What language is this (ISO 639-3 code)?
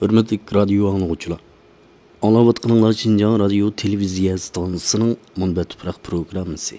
uig